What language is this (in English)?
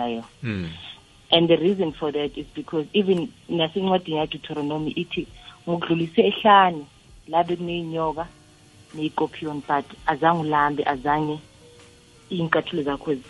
South Ndebele